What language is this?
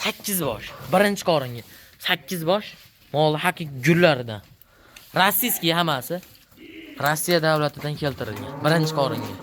Uzbek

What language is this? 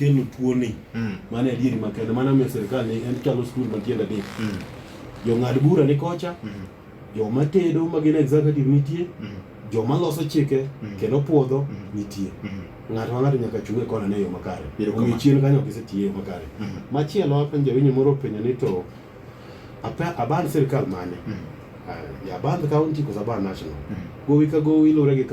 Luo (Kenya and Tanzania)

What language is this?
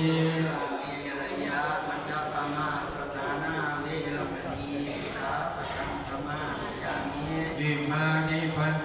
Pali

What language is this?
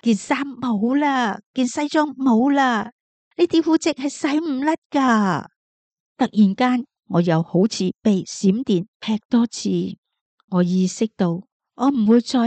Cantonese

